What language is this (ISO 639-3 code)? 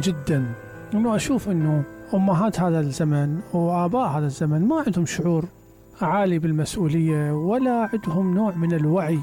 acm